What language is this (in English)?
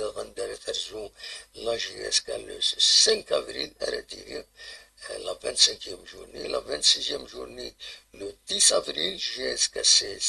Kabyle